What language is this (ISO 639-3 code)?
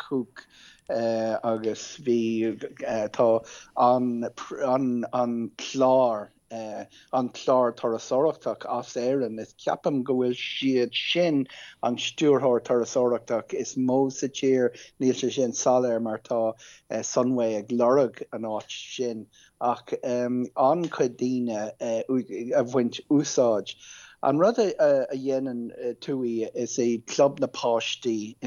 gle